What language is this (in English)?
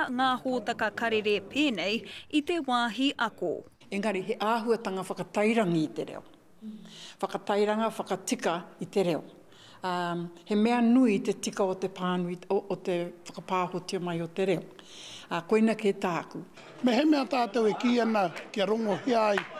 Māori